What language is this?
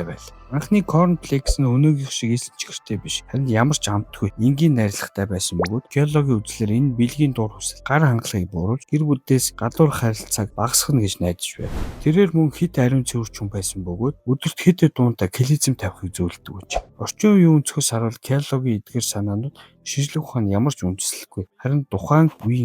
Mongolian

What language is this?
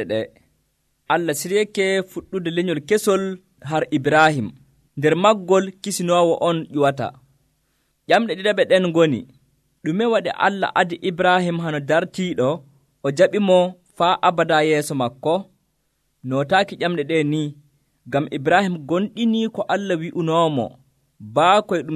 Nigerian Fulfulde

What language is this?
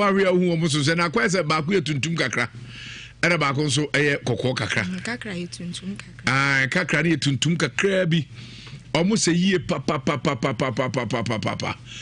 Akan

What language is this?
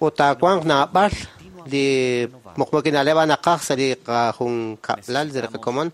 Kekchí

